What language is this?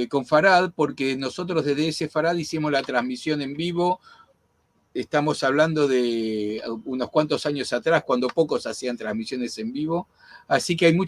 Ladino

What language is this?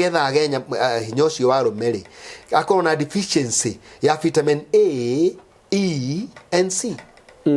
Kikuyu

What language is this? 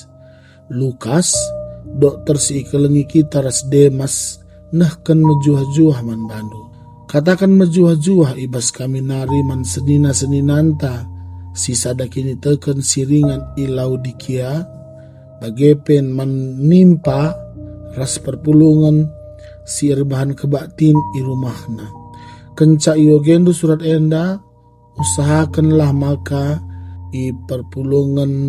Batak Karo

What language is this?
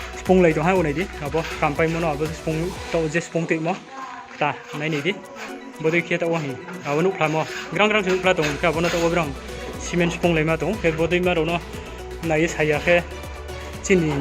Riang (India)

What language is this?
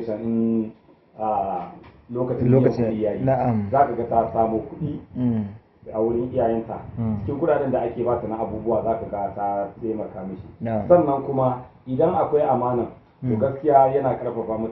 Hausa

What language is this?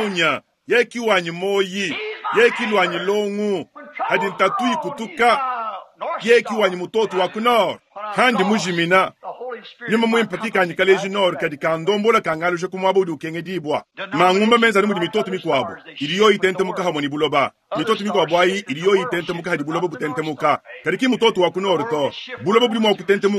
Luba-Lulua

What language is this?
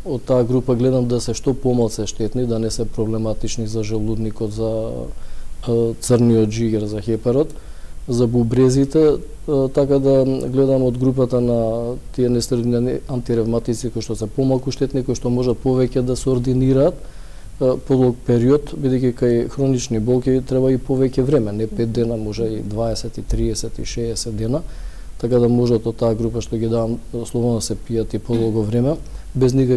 Macedonian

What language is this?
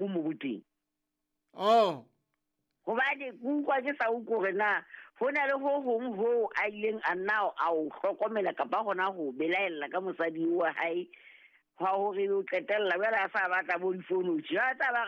Southern Sotho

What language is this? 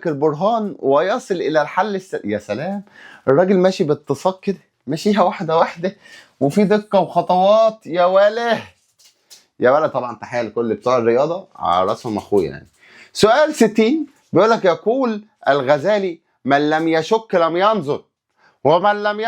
Egyptian Arabic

